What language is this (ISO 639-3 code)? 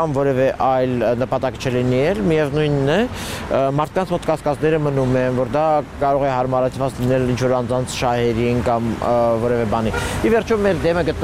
hye